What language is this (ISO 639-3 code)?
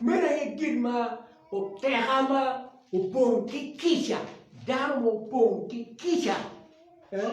ach